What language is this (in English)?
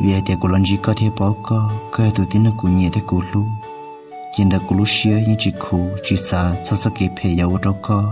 Hmong